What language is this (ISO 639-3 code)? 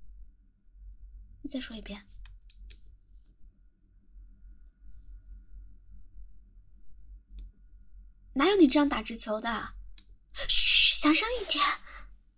zho